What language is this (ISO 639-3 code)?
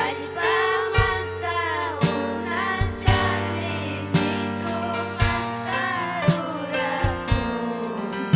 quy